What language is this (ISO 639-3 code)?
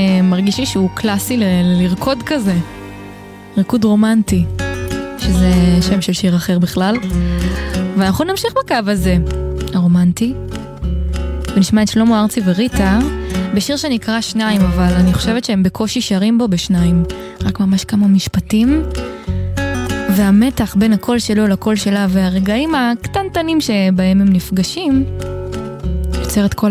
heb